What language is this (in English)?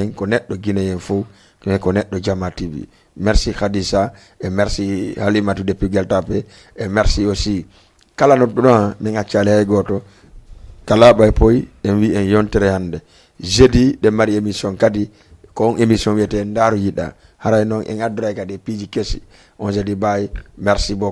Fula